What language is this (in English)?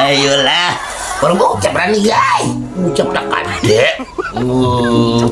Banjar